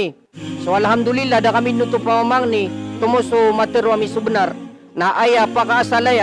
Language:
Maranao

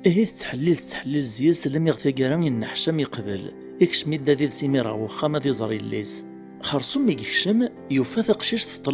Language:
Kabyle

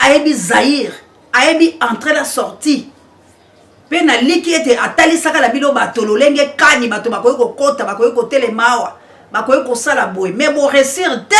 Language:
Lingala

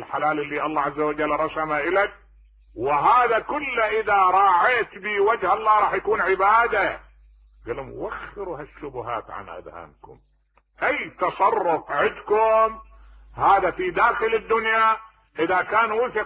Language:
Mesopotamian Arabic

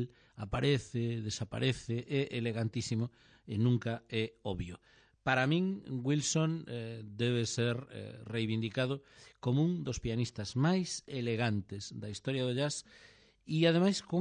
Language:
Galician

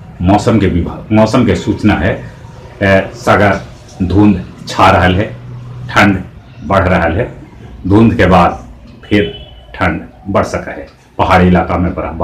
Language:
Magahi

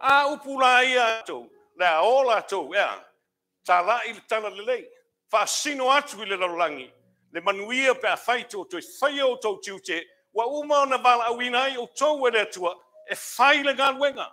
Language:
Samoan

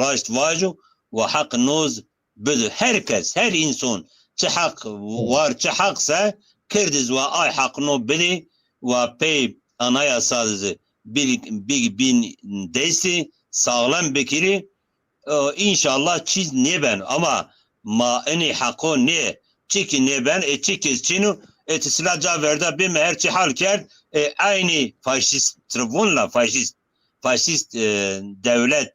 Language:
Zaza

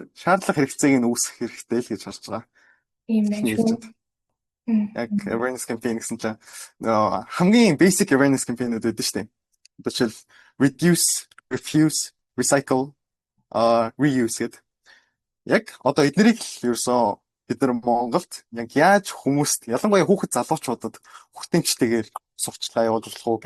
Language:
Mongolian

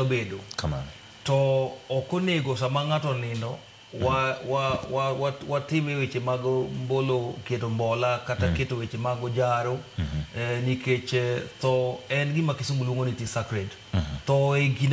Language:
Luo (Kenya and Tanzania)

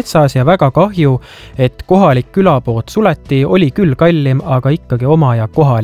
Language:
Estonian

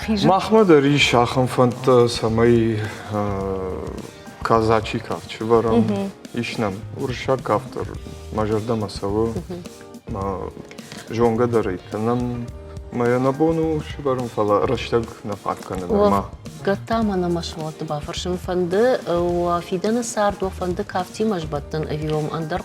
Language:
Ossetic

